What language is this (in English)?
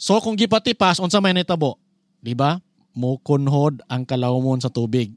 Cebuano